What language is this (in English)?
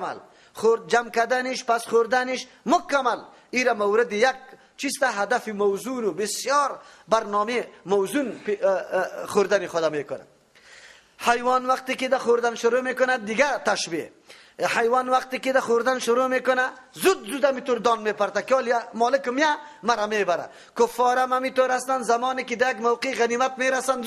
Persian